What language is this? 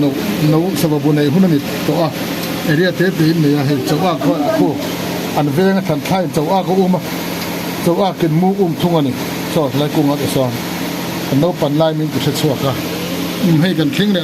Mizo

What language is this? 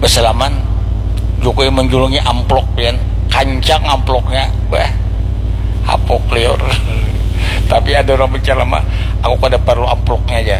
Banjar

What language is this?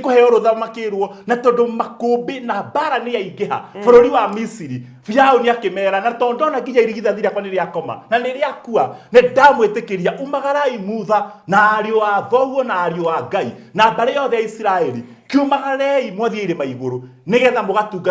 Kikuyu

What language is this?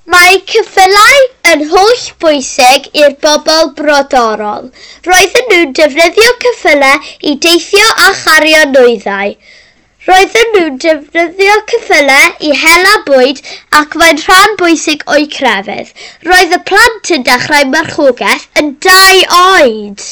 Welsh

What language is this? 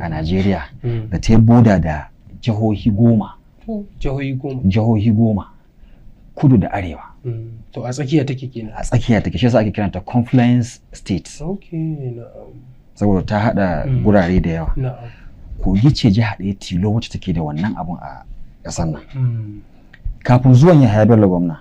Hausa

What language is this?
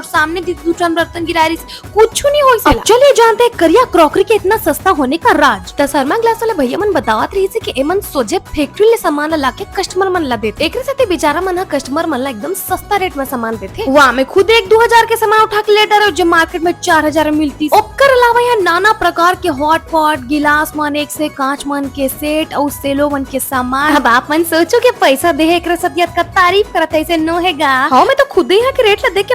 Chhattisgarhi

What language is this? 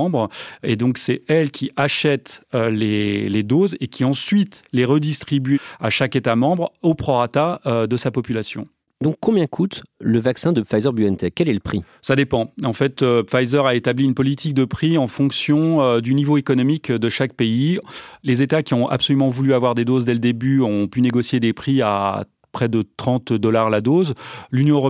French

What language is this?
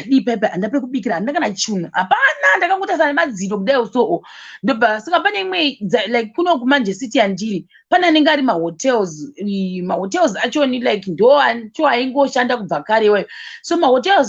Shona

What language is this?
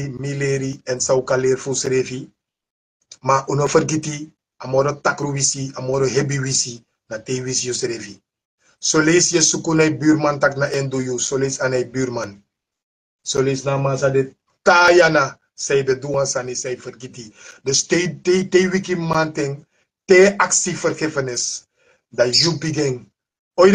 Sranan Tongo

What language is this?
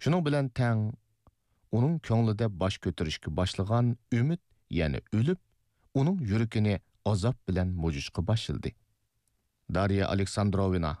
Uyghur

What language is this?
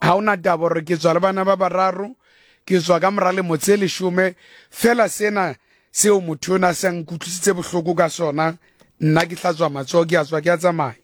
Southern Sotho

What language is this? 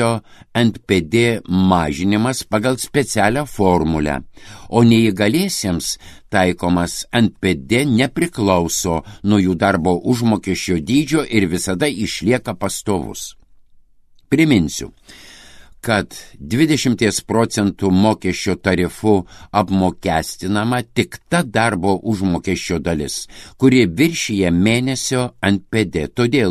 Lithuanian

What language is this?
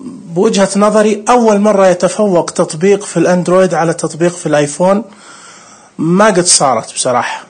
Najdi Arabic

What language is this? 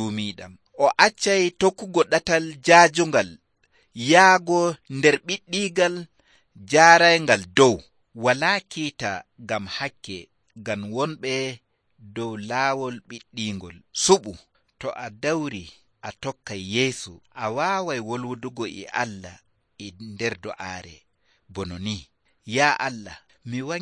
Nigerian Fulfulde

